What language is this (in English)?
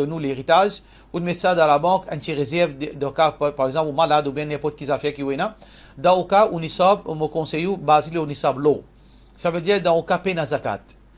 Morisyen